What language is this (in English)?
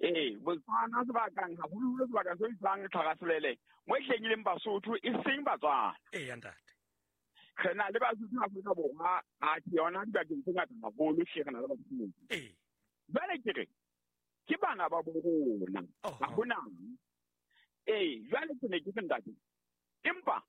Southern Sotho